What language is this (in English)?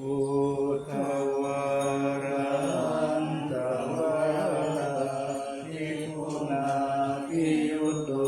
Pali